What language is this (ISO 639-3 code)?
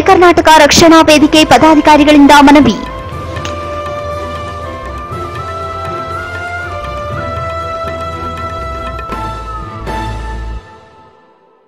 kan